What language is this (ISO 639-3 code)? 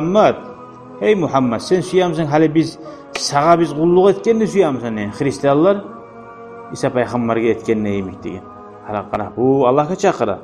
kum